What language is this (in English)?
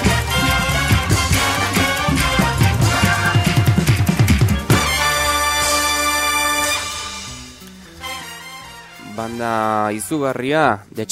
Basque